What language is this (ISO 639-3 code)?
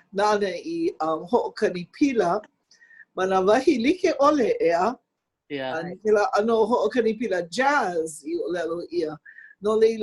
haw